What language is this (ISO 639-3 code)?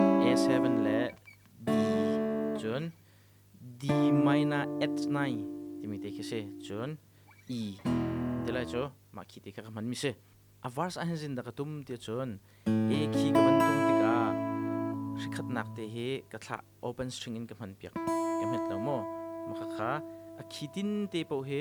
cnh